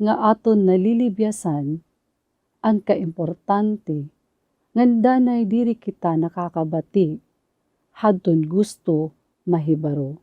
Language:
Waray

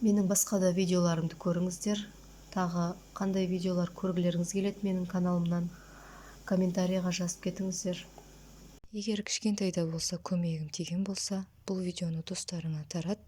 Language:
Kazakh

